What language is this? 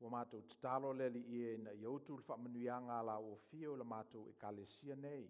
Samoan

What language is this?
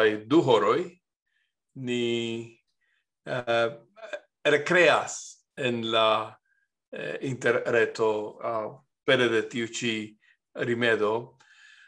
Esperanto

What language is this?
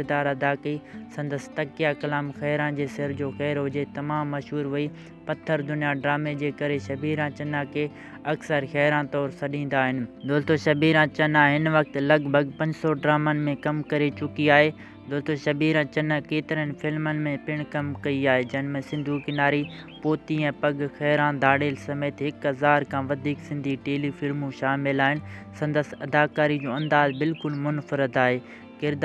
Sindhi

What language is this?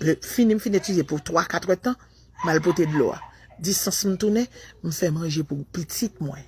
Haitian Creole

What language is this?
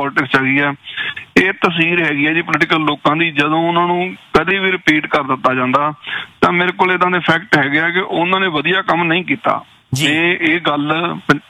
Punjabi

